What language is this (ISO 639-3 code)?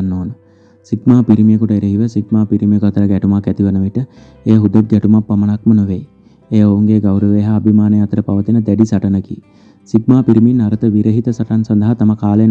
sin